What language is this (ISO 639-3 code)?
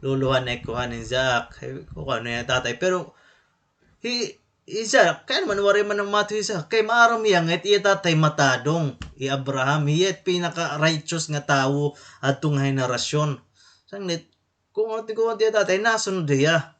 war